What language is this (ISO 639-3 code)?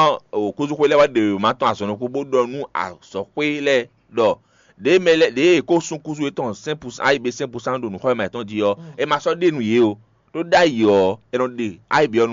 fon